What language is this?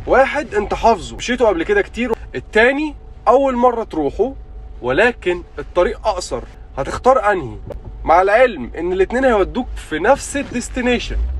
Egyptian Arabic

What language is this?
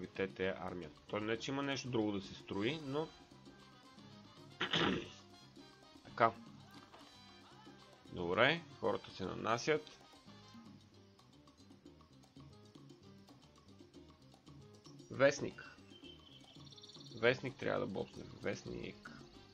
Bulgarian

